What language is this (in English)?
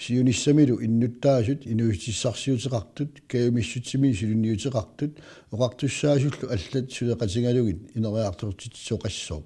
Kalaallisut